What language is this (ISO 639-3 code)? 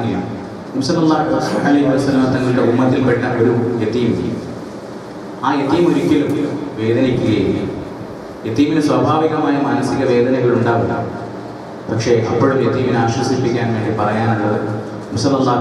mal